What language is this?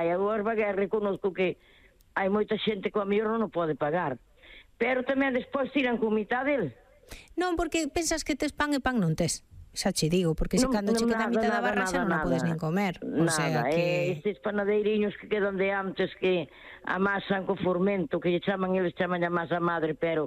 Galician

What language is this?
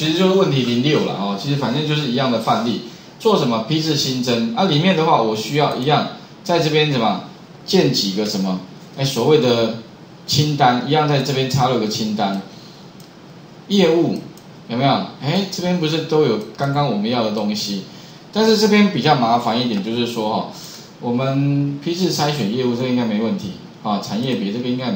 Chinese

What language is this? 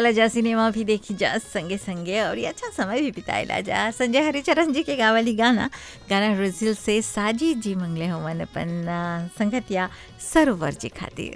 Bhojpuri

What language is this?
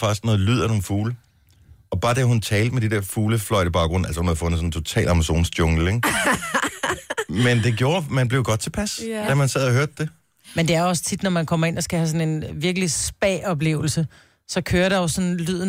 Danish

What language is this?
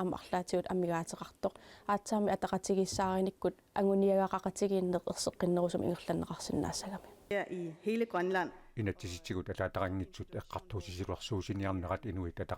Kalaallisut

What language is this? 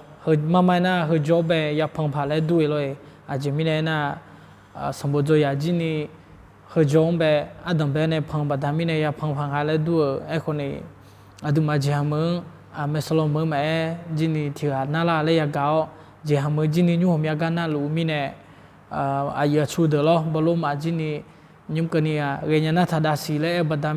Akha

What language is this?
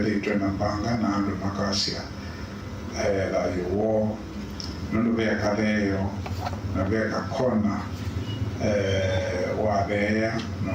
Kamba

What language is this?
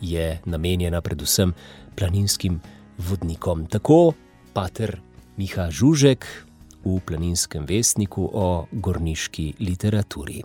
Slovenian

